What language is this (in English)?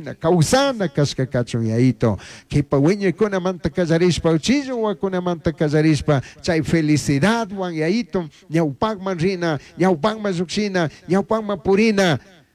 Chimborazo Highland Quichua